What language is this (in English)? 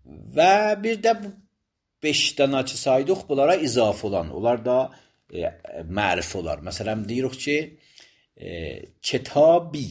Azerbaijani